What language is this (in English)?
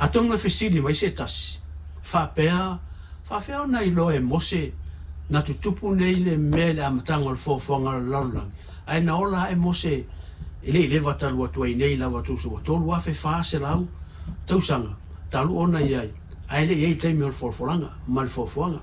Samoan